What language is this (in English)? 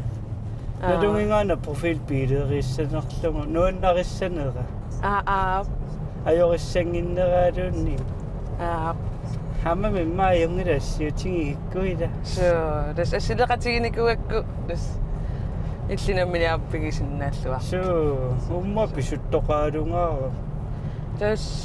Kalaallisut